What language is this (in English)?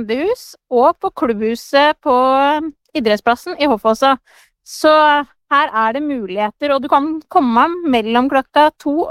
Norwegian